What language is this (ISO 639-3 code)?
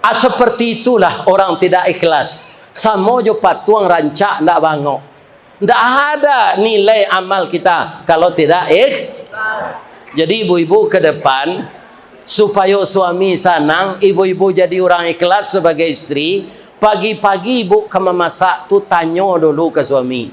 min